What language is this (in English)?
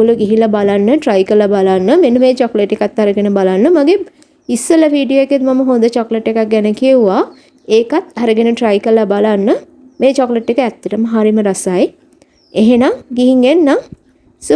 Sinhala